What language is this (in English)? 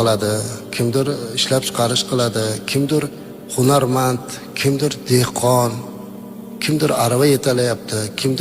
Uzbek